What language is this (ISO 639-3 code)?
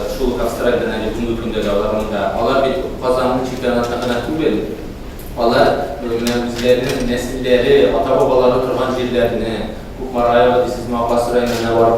tat